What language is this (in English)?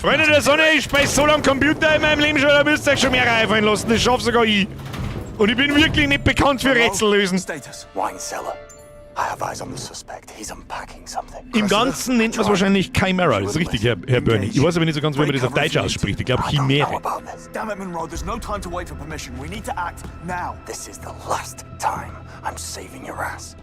Bavarian